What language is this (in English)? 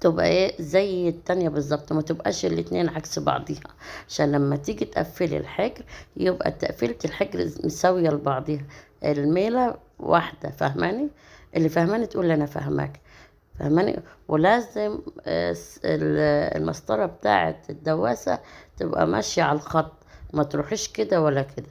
Egyptian Arabic